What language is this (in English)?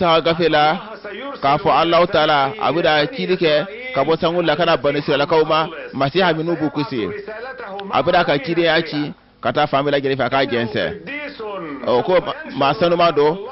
Bambara